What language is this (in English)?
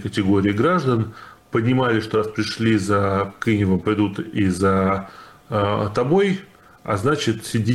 Russian